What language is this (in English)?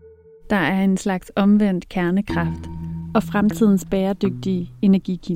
Danish